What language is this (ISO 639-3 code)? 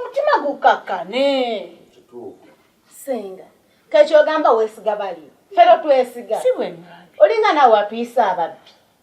lug